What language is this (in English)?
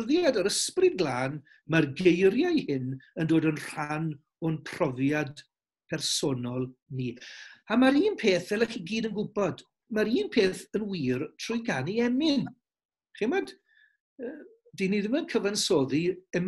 Welsh